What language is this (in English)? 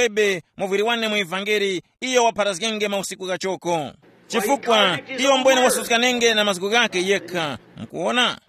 Tumbuka